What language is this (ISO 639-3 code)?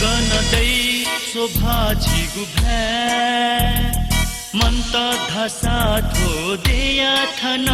new